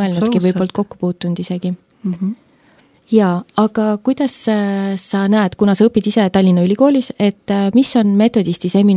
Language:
Estonian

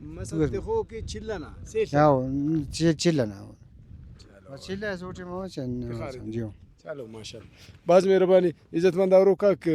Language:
Brahui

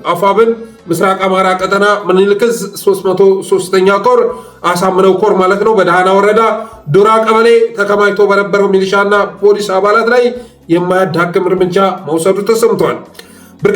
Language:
Amharic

